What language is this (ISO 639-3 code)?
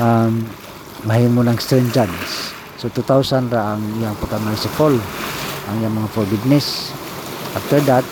ceb